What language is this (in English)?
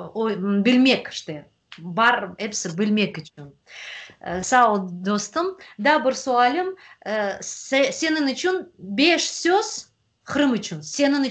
Crimean Tatar